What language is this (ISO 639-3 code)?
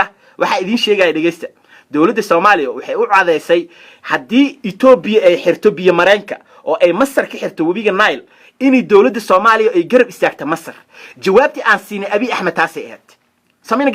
som